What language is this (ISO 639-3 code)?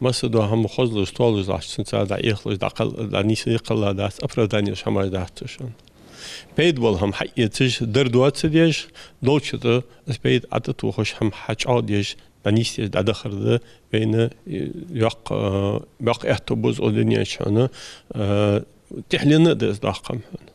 inh